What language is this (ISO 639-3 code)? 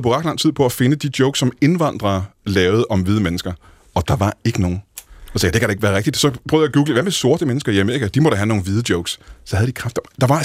dan